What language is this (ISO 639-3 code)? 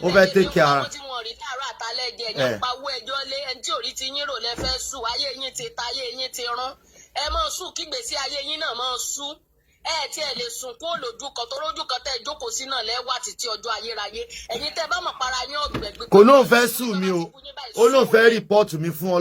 yor